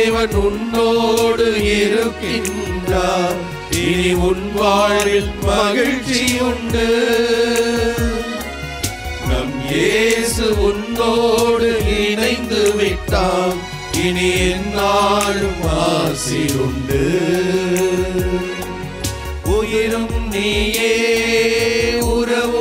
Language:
Tamil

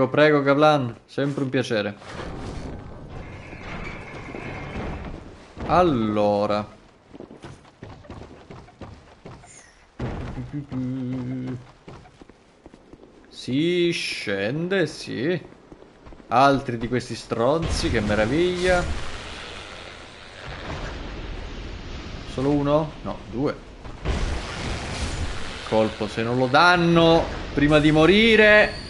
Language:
Italian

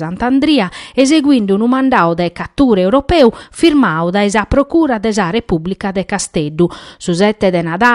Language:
Sardinian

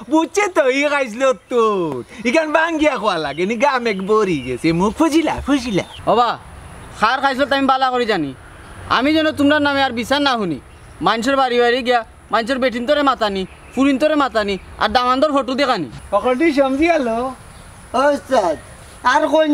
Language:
Sylheti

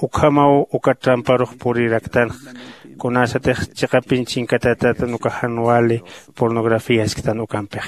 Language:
Aymara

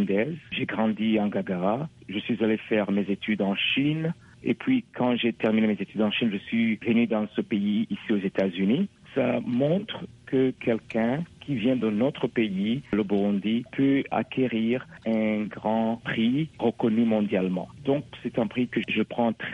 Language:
French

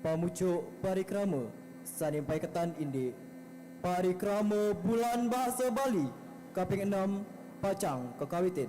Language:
Balinese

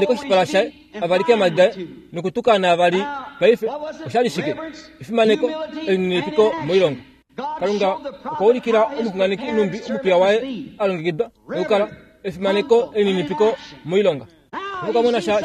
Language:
Kuanyama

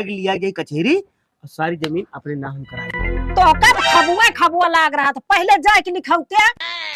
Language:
Awadhi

